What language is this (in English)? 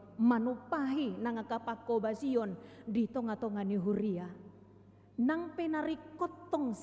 Batak Toba